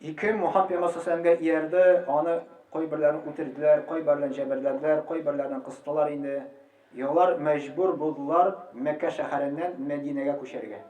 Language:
Tatar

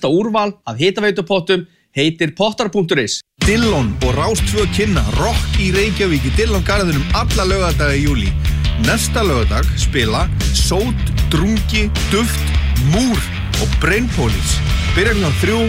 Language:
Icelandic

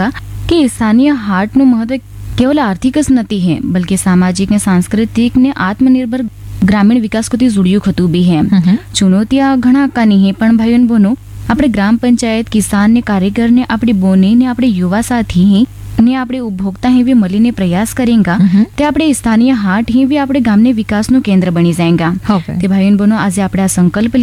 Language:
Gujarati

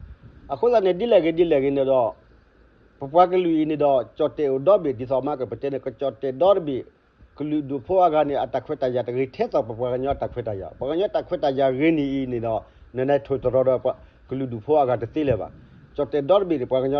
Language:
S'gaw Karen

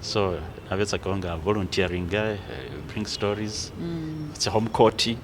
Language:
Masaaba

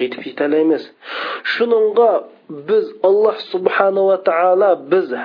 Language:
Uyghur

